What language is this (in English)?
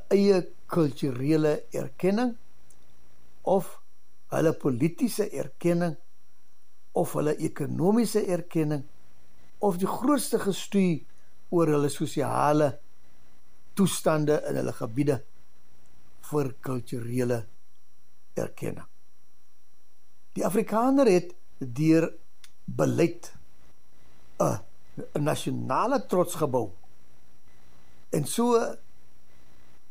Afrikaans